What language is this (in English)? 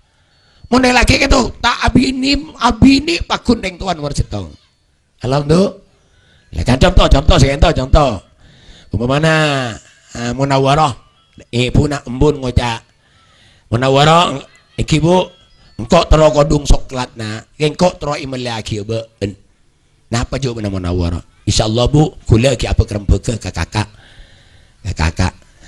Madurese